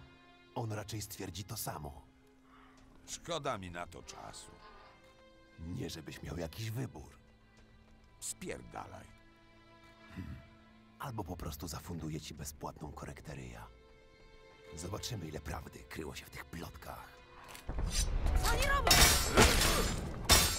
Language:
Polish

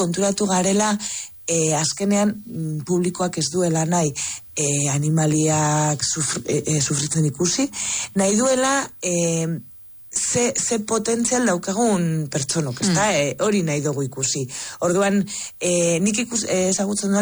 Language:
Basque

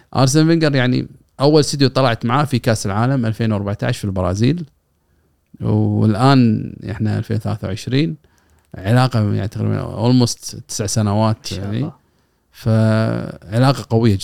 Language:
Gulf Arabic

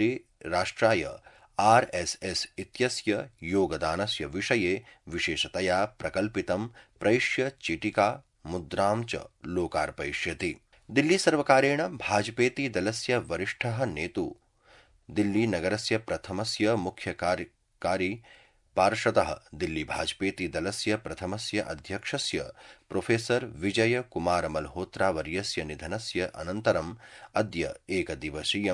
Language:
Sanskrit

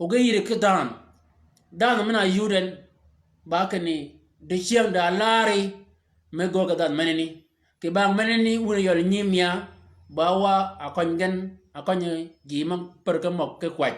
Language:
Shilluk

